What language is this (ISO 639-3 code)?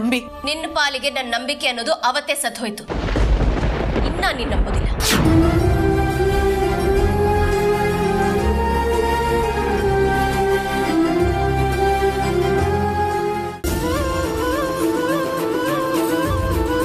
kan